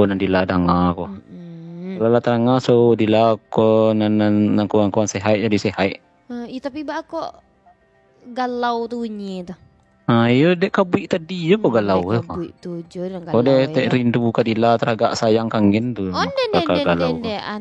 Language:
Minangkabau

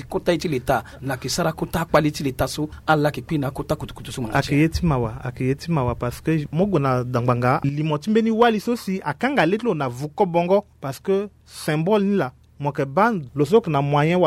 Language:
Sango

